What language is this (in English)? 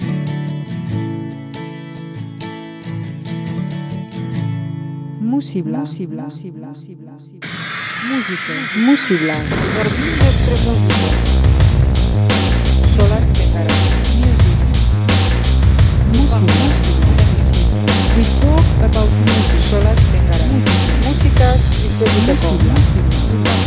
Basque